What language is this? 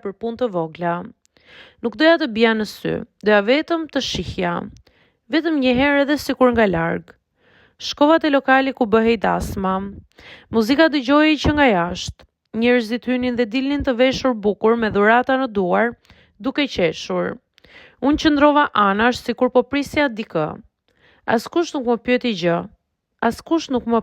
Albanian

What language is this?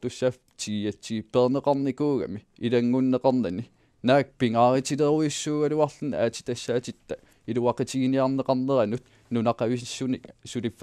Kalaallisut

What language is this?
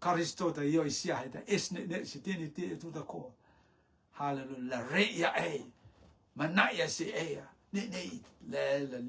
Rotuman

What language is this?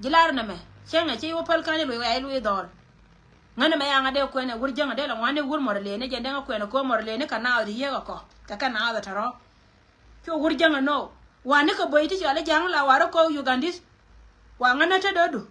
Nuer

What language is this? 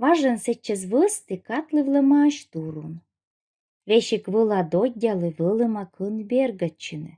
Komi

